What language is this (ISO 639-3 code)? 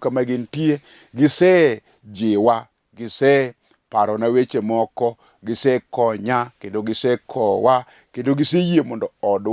luo